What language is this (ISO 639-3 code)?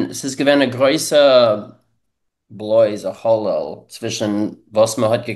yid